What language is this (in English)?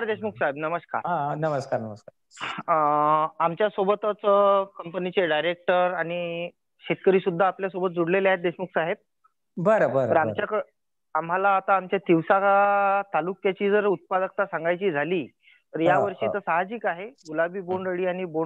Marathi